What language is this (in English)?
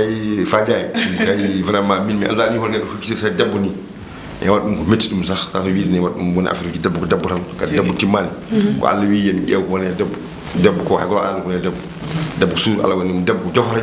Fula